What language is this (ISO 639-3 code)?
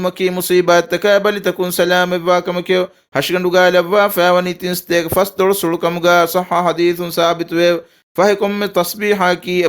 div